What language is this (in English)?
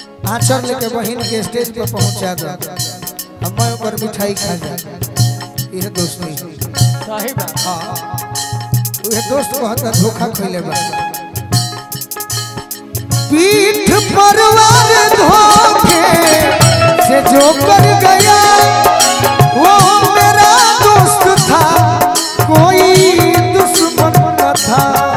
Bhojpuri